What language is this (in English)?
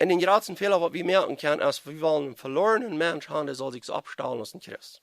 Plautdietsch